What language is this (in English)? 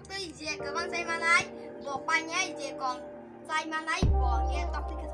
Kok Borok